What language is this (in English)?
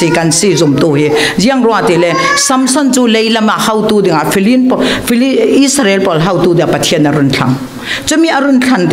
Falam Chin